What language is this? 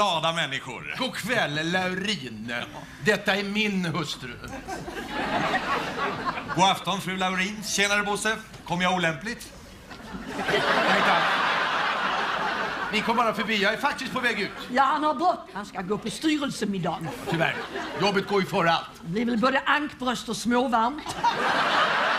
Swedish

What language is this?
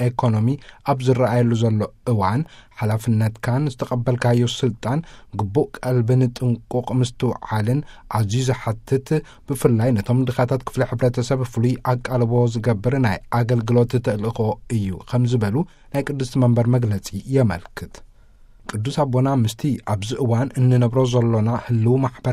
Tigrinya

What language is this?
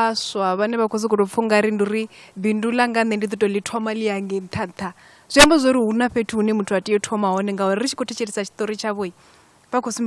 Venda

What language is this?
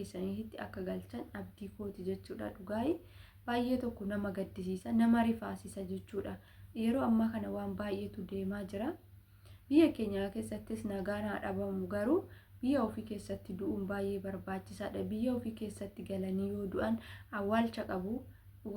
Oromo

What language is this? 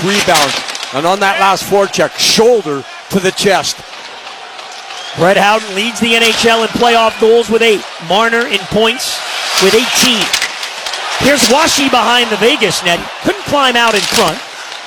English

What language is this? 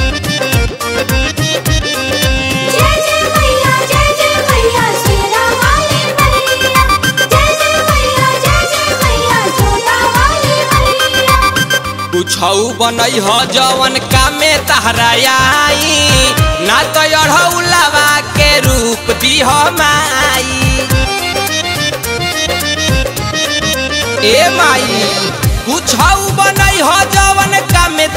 Bhojpuri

